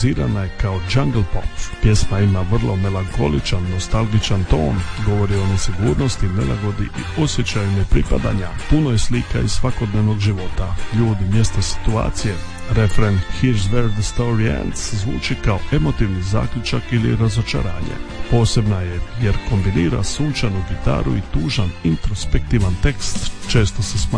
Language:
Croatian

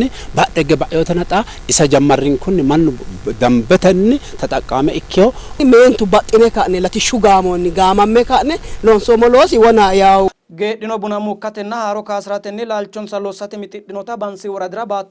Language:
Sidamo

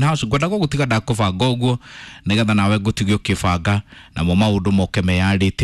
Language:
Kikuyu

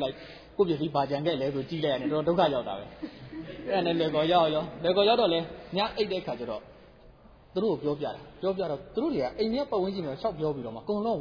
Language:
Burmese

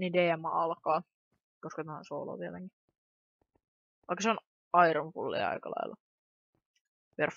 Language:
Finnish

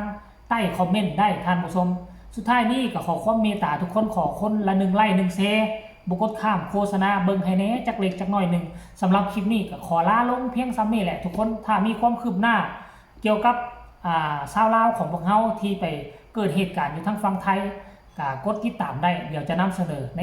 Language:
Lao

